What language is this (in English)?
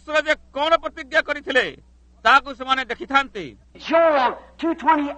Odia